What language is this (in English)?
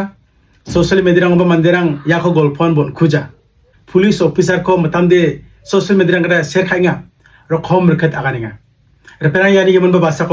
Garo